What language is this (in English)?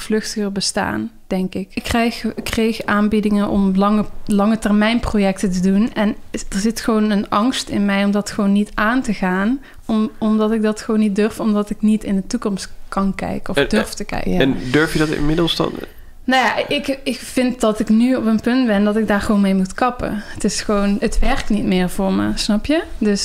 Dutch